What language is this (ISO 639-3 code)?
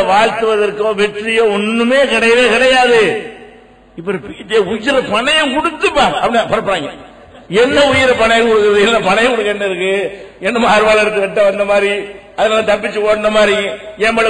tam